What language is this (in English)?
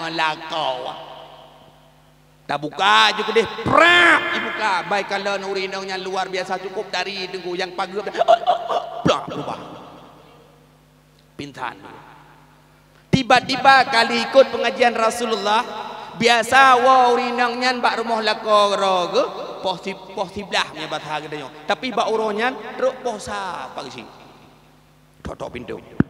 Achinese